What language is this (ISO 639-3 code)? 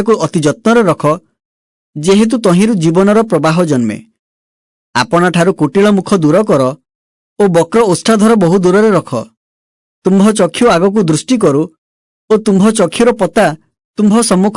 ori